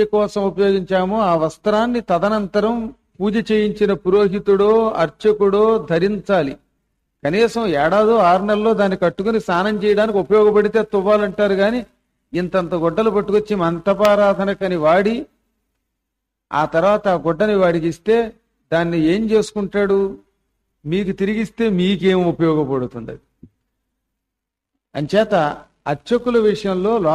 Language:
Telugu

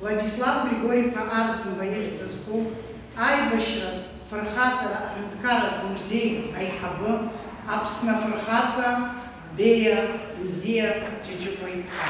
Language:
Abkhazian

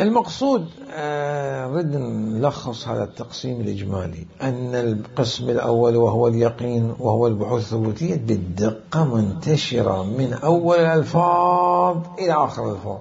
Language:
Mesopotamian Arabic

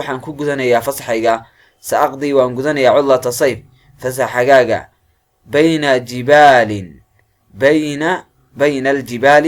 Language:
Somali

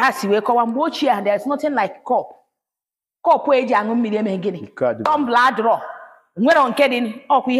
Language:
Igbo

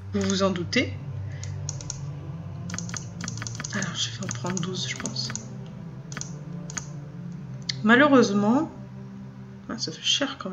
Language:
French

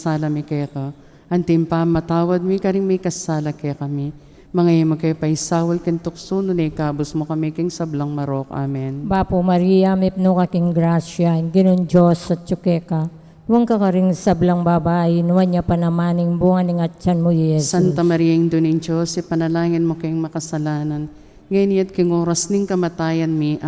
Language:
Pampanga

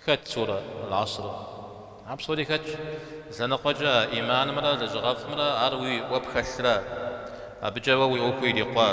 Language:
Kabardian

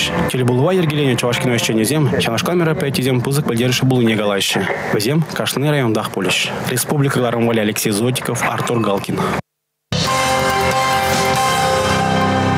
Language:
Chuvash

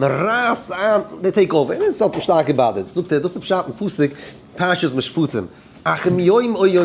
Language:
Yiddish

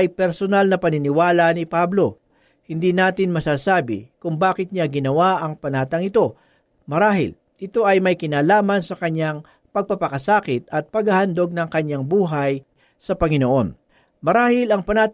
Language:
Filipino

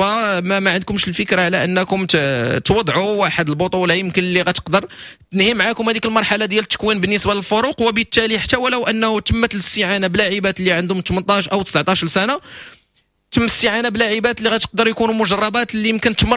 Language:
Moroccan Arabic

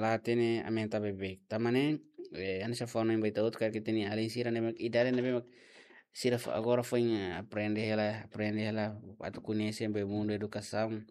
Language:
Tetum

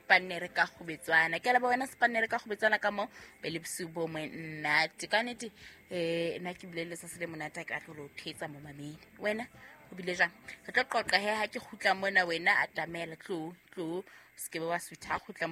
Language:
Southern Sotho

